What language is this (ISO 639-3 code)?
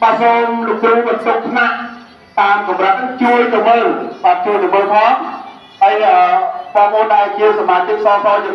khm